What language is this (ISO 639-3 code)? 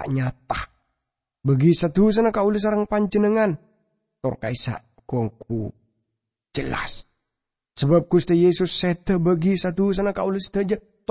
mad